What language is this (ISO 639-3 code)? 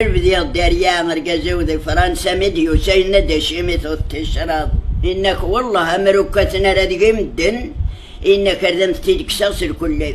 kab